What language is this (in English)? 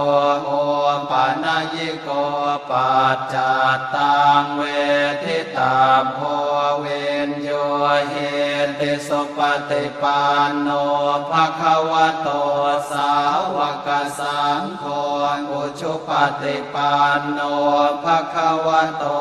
Pali